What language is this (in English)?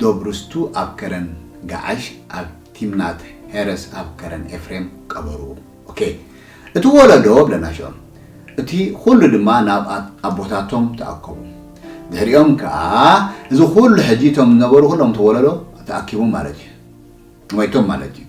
Tigrinya